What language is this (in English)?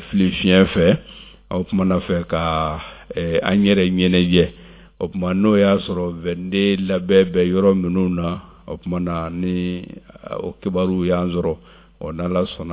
Bambara